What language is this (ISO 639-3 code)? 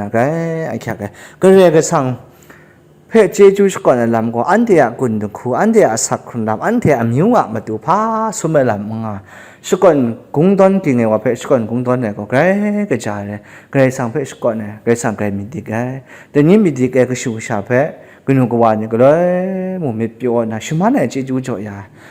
kac